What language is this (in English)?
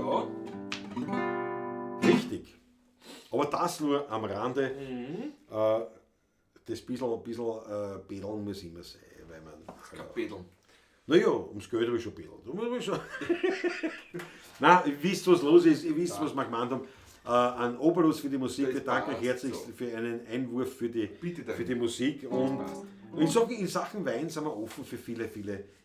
Bavarian